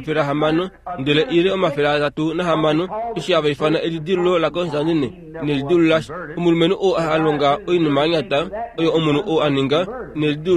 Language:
Kuanyama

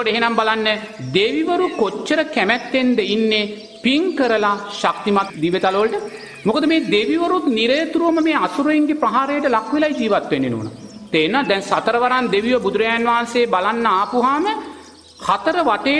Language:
Sinhala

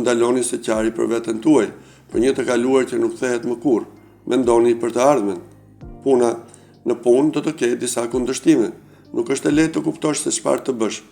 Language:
Albanian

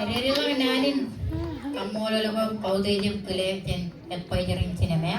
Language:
Marshallese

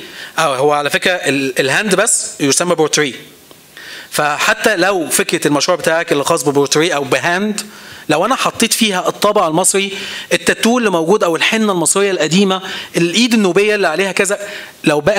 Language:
Egyptian Arabic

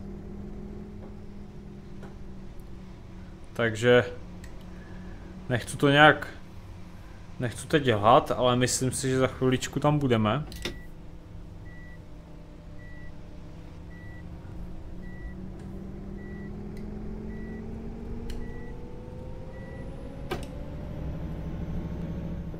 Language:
Czech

